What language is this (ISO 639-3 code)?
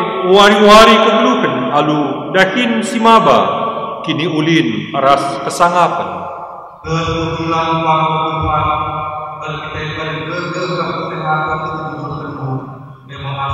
btx